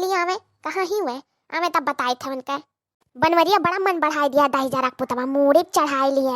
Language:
Awadhi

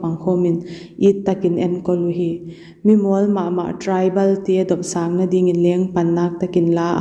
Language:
Paite Chin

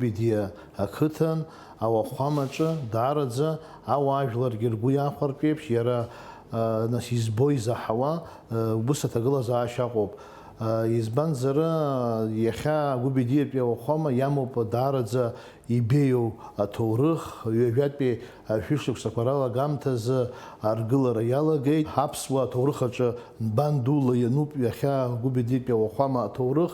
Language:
Abkhazian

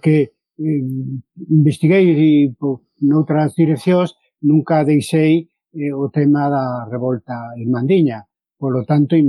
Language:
Galician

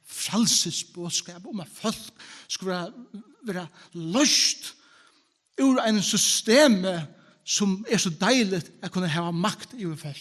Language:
Faroese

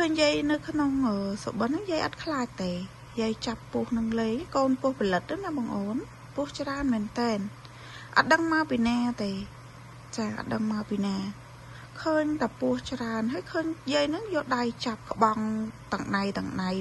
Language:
Khmer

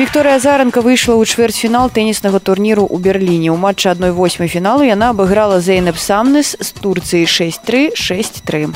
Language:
Belarusian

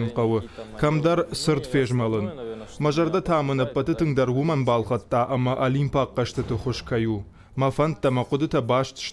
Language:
Ossetic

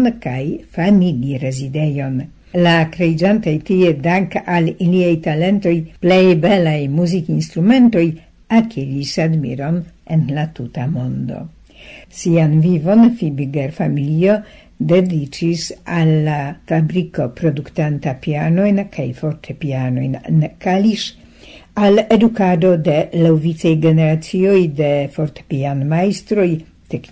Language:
Esperanto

